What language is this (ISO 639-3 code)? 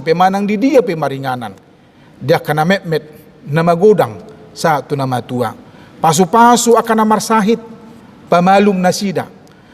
bbc